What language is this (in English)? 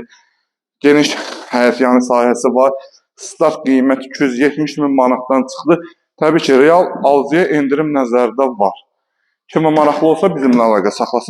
Azerbaijani